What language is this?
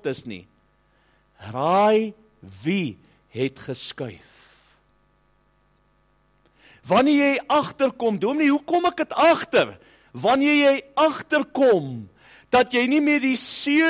Afrikaans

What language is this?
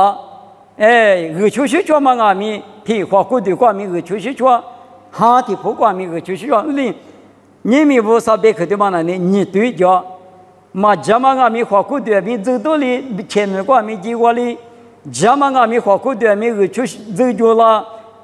Lisu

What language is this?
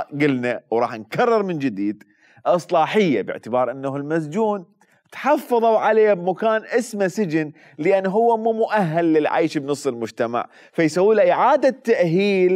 Mesopotamian Arabic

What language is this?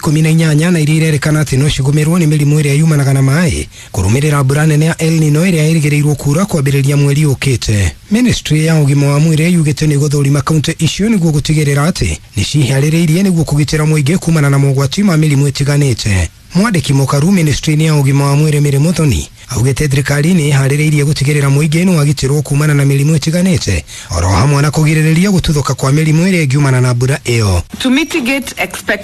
Kikuyu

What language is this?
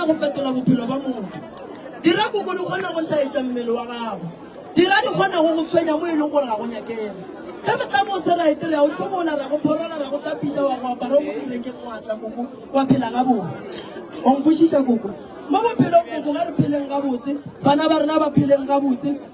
Northern Sotho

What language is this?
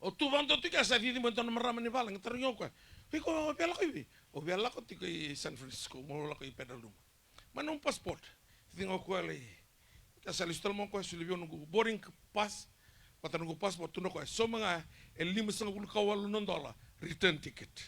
Fijian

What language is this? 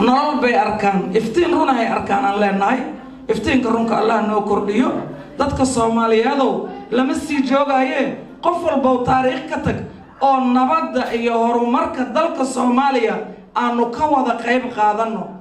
Somali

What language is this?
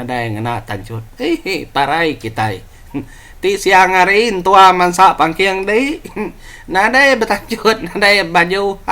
Iban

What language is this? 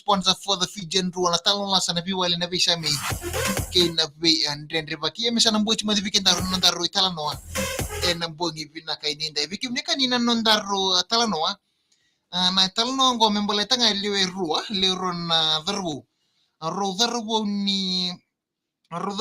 Fijian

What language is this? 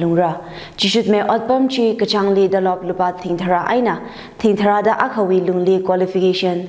Tangkhul Naga (India)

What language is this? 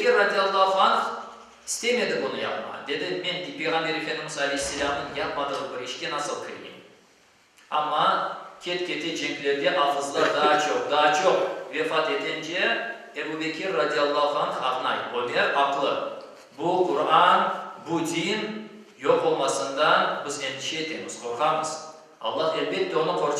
Crimean Tatar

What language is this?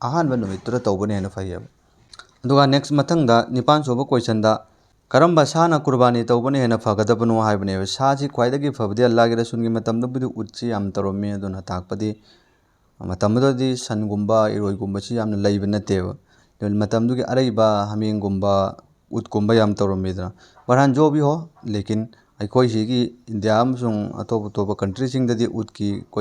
Manipuri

